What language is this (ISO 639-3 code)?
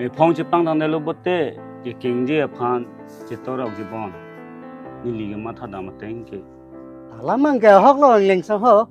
mjw